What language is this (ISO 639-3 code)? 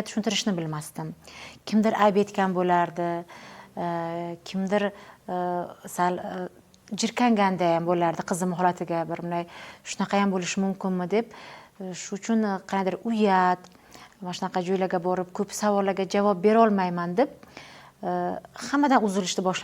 uzb